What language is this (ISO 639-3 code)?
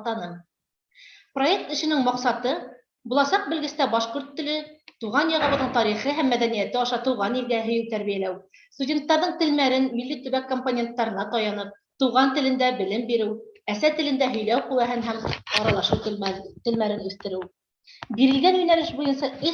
bak